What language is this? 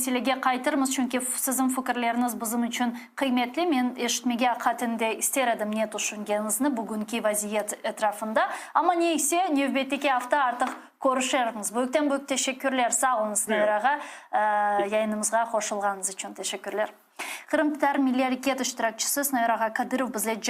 Crimean Tatar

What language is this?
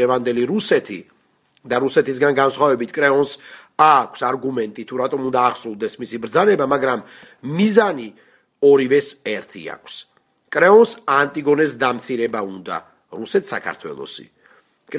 Georgian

